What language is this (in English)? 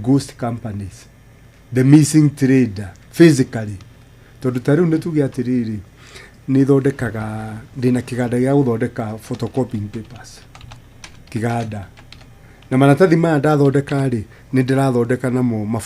Kikuyu